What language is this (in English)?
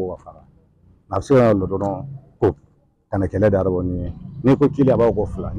Bambara